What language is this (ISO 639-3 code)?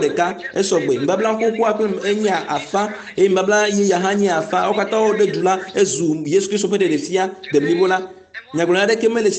ewe